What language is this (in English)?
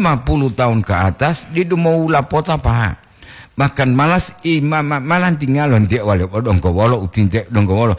Gorontalo